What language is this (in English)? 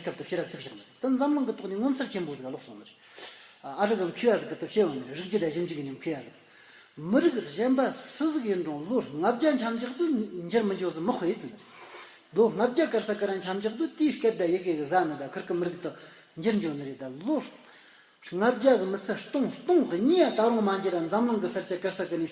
Amdo Tibetan